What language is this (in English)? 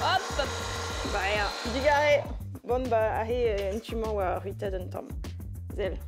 Breton